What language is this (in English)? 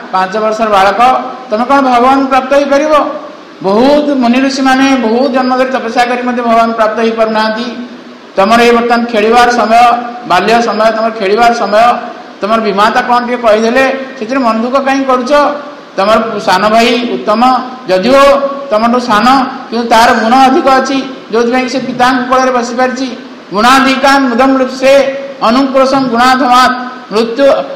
Odia